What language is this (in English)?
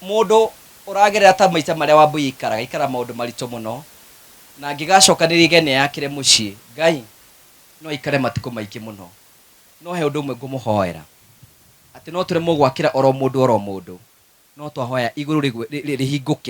Kikuyu